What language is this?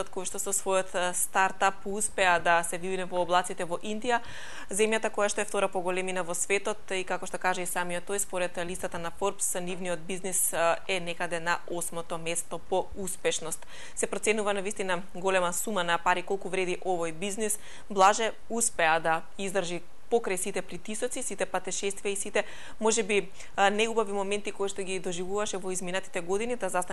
Macedonian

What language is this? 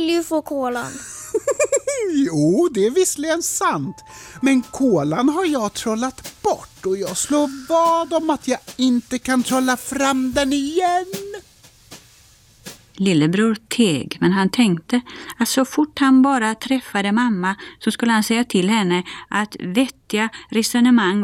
Swedish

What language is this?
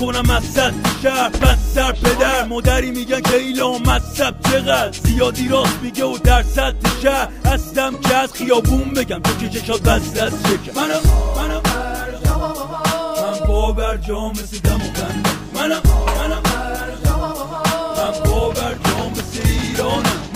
Persian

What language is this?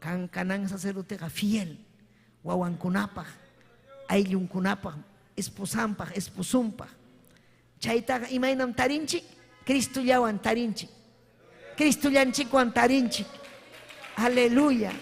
Ayacucho Quechua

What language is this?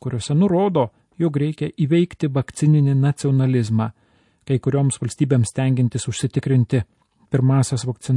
Lithuanian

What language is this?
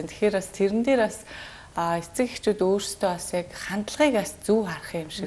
Mongolian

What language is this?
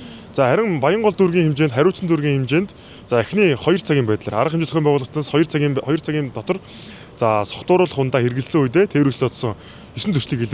Mongolian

